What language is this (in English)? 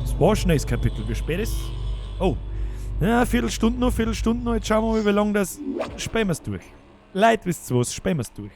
Bavarian